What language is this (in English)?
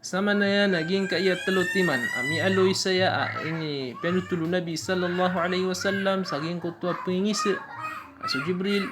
Maranao